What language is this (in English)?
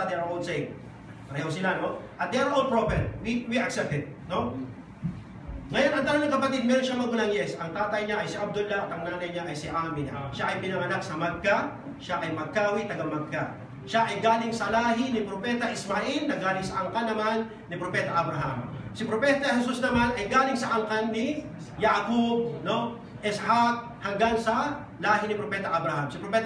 Filipino